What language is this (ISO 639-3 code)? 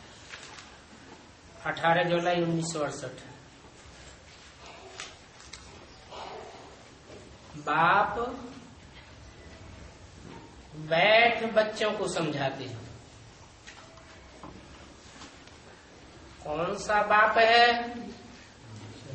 hin